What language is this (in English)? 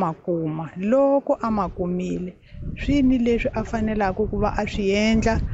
Tsonga